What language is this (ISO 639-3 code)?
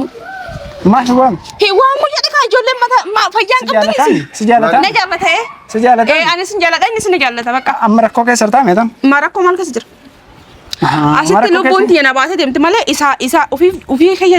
orm